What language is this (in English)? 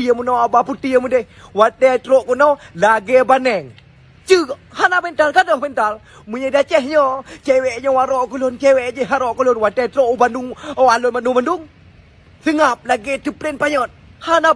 Achinese